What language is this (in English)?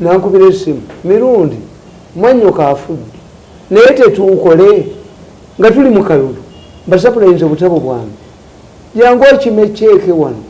Ganda